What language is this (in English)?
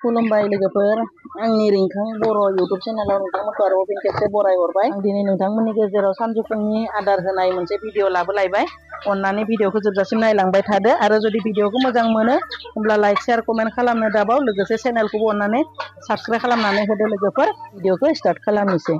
Bodo